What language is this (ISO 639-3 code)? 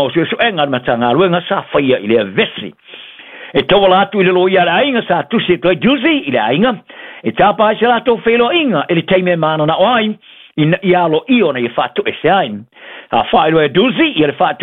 smo